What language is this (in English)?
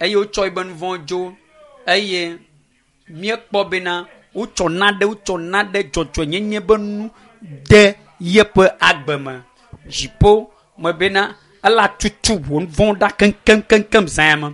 Ewe